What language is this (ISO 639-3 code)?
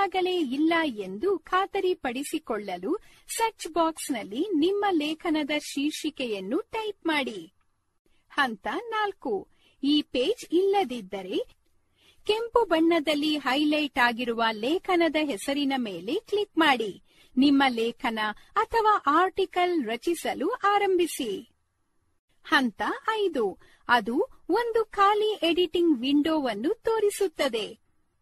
kan